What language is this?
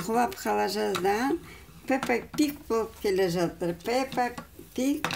Kazakh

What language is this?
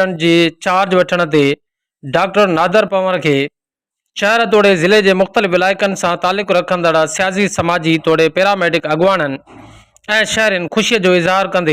Sindhi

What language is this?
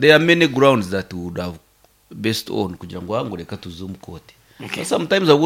Nyankole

